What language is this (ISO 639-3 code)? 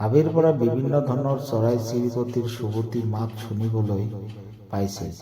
asm